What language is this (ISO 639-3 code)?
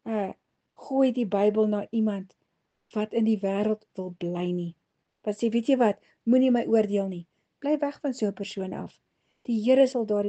afr